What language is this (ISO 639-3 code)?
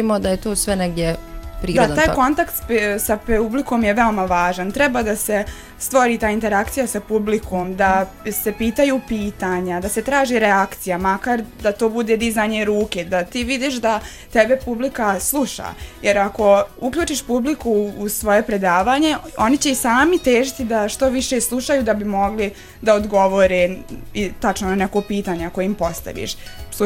bos